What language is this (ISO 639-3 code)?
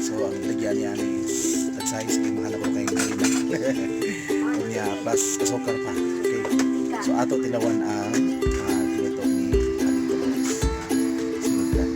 ceb